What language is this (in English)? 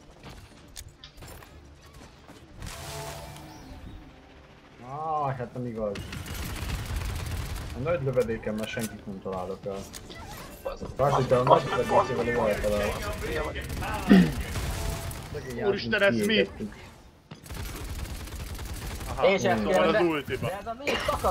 Hungarian